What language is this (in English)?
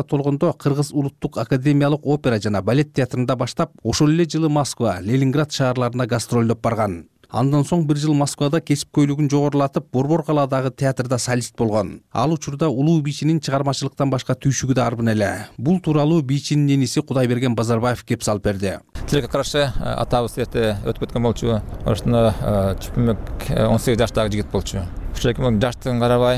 Kyrgyz